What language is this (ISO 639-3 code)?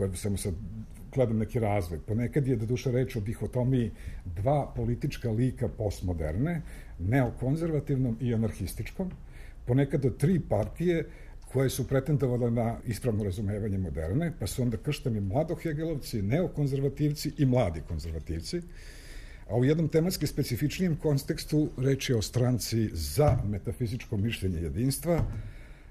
srp